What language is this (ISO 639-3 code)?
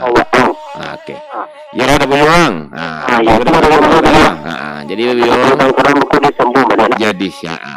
min